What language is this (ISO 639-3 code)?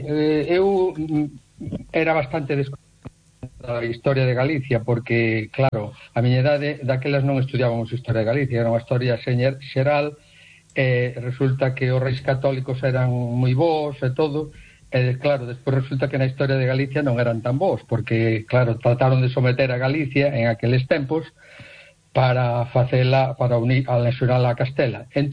glg